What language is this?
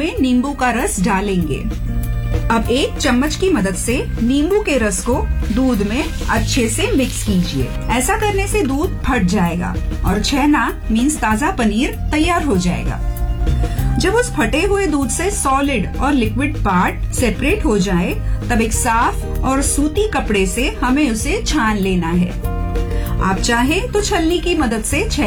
Hindi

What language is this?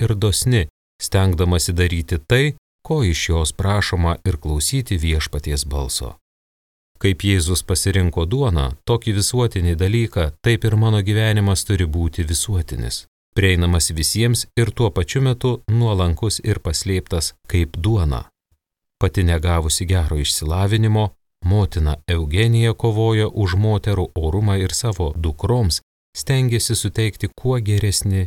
Lithuanian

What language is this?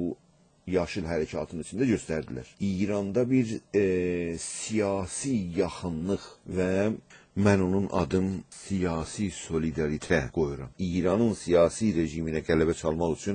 South Azerbaijani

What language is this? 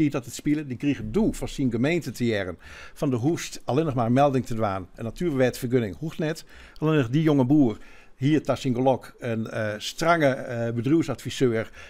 Western Frisian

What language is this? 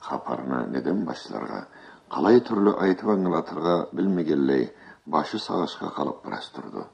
Karachay-Balkar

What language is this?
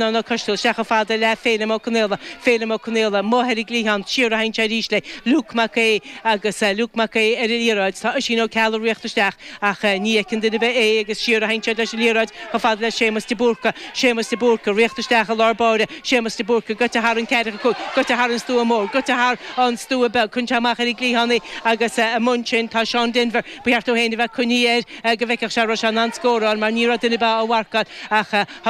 Irish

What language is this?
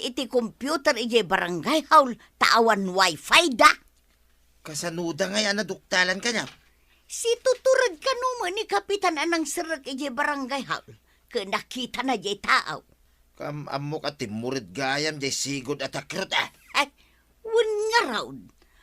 Iloko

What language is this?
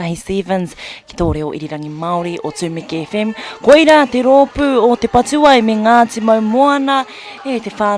Māori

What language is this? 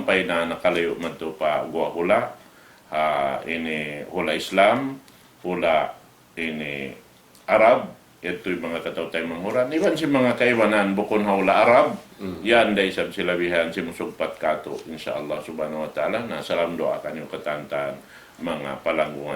Tausug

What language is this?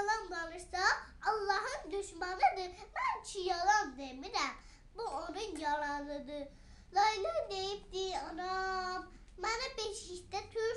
South Azerbaijani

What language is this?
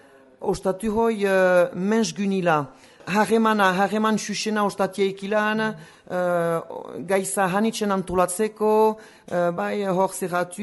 Basque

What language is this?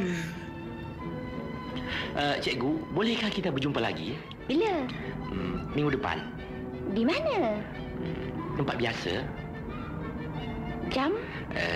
Malay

